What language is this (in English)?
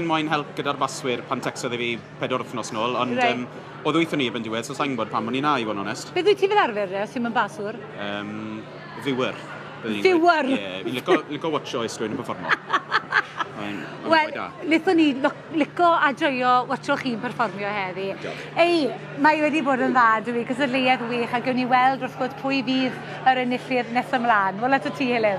Welsh